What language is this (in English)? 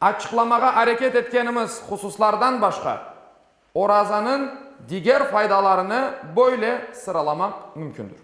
Crimean Tatar